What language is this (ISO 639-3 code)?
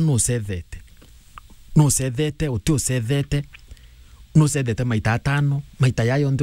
mer